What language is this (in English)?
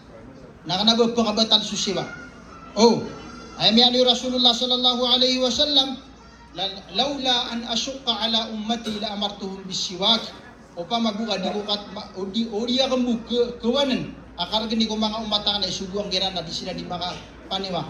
Maranao